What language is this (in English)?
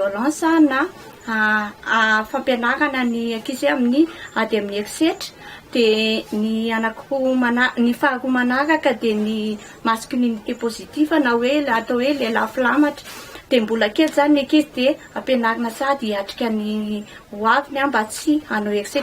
Malagasy